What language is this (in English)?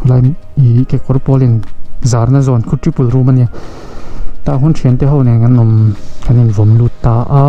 Mizo